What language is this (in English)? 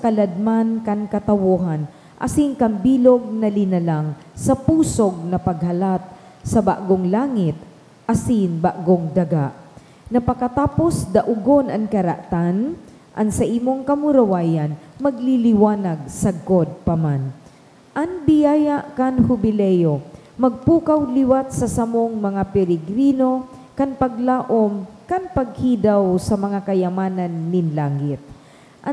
Bikol